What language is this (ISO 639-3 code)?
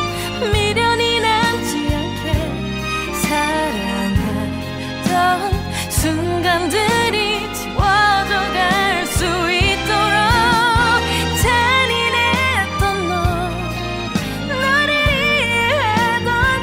kor